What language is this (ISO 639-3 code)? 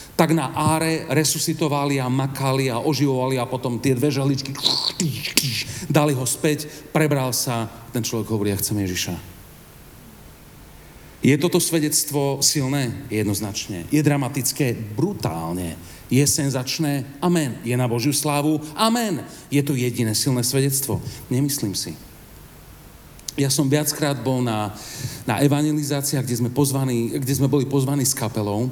slk